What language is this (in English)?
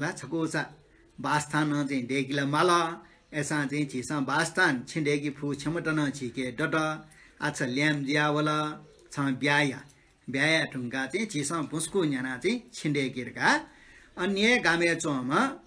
Newari